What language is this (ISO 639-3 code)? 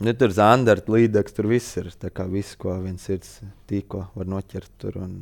lav